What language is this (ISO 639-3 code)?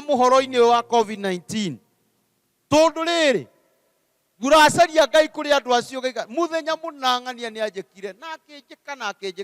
kik